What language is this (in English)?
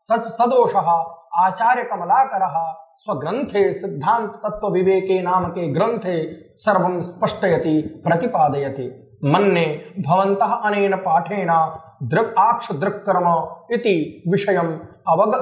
Sanskrit